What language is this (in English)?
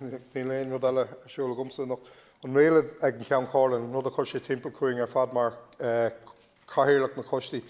Irish